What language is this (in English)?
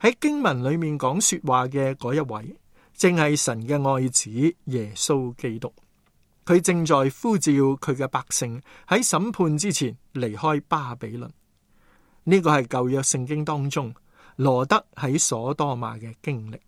Cantonese